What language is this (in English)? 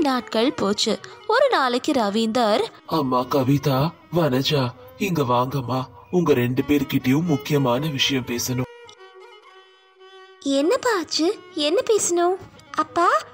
Tamil